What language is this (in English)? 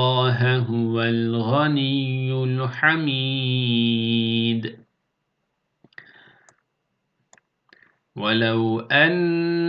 Arabic